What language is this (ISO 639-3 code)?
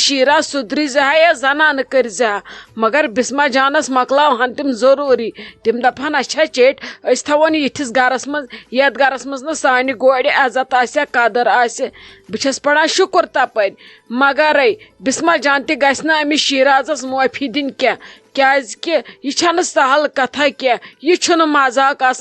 kas